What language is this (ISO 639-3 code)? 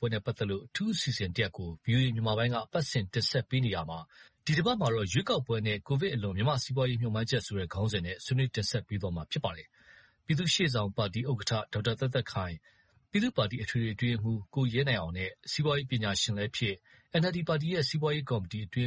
mya